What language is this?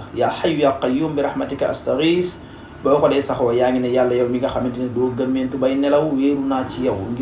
Wolof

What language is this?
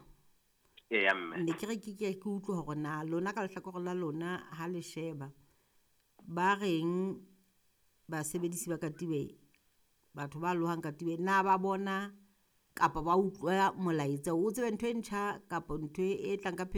Southern Sotho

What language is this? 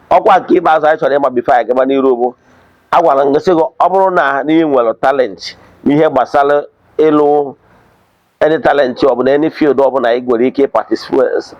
Igbo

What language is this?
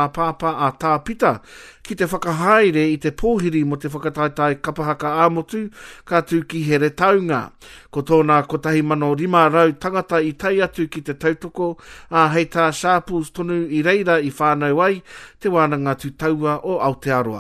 Māori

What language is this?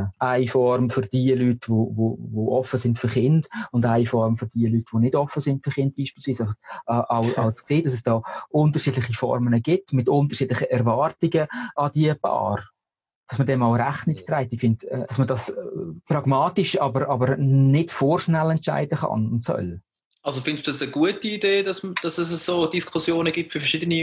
Swiss German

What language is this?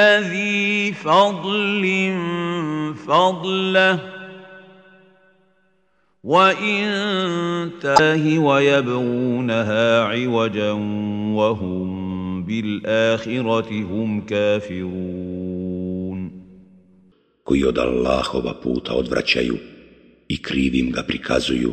Bosnian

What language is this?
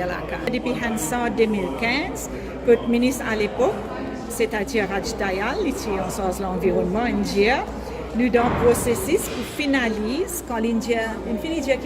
Morisyen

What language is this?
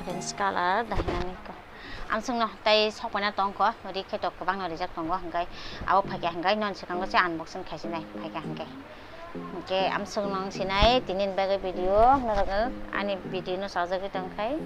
Kok Borok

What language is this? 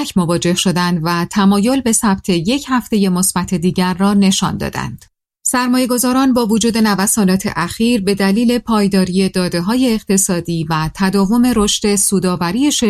Persian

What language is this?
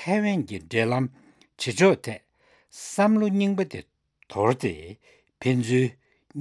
Tibetan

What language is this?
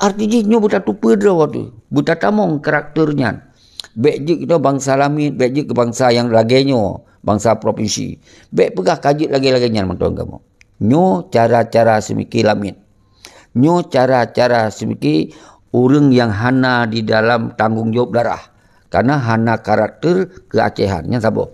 Achinese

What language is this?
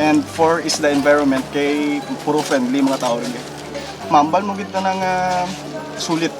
Kinaray-a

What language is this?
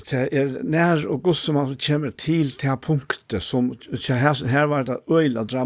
Faroese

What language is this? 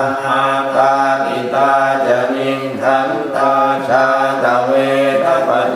Pali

